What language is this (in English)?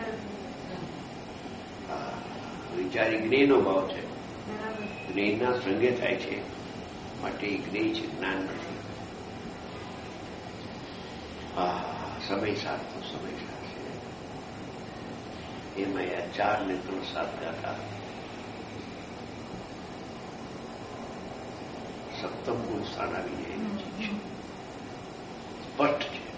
Gujarati